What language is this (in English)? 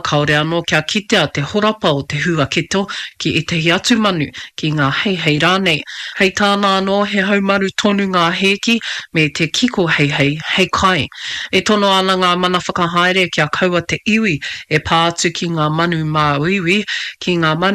Māori